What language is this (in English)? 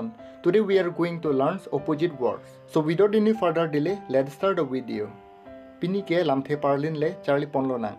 Karbi